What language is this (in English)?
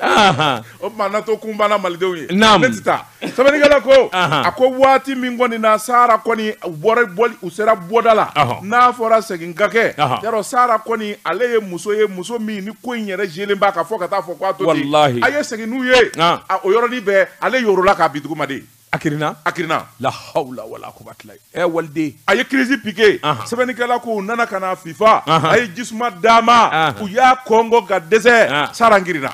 Bambara